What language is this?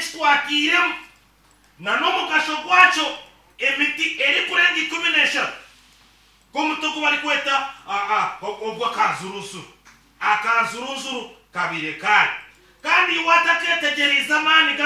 Nyankole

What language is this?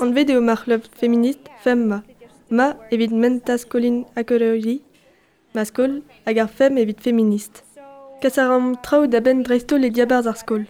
Breton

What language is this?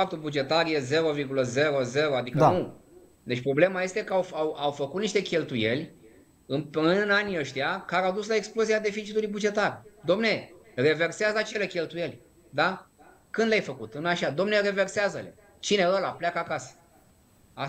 Romanian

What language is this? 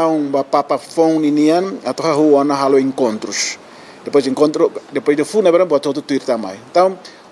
Tetum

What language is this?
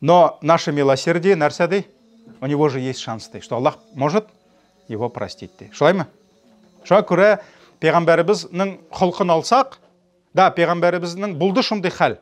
Tatar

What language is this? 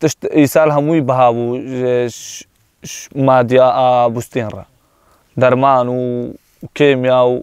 Kurdish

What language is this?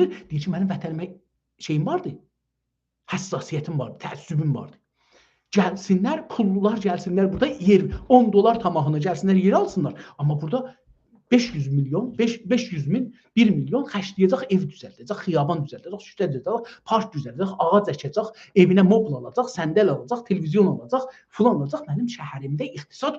South Azerbaijani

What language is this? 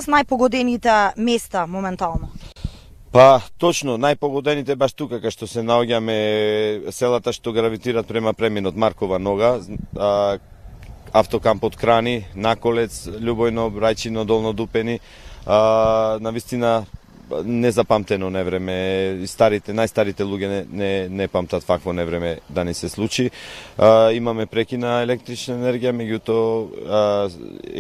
Macedonian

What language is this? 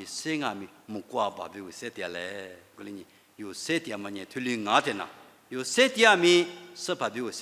Lisu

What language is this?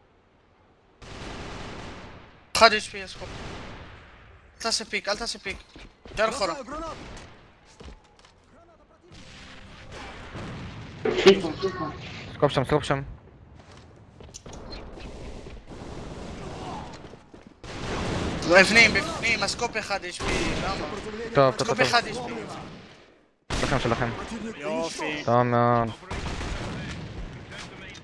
Hebrew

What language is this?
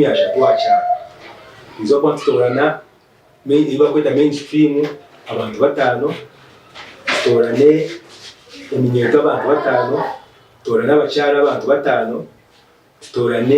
Nyankole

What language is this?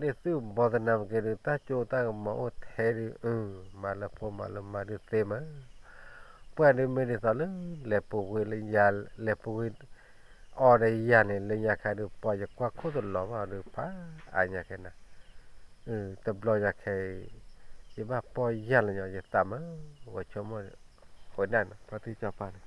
S'gaw Karen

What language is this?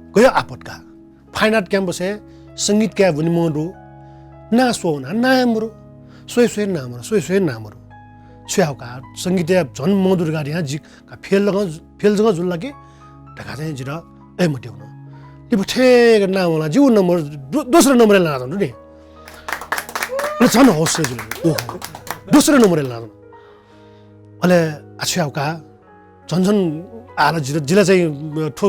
Newari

